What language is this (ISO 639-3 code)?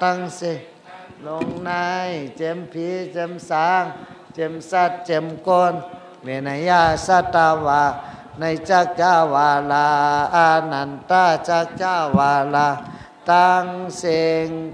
shn